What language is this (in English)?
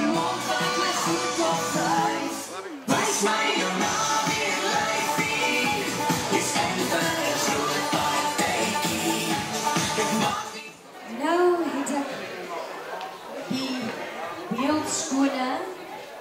Afrikaans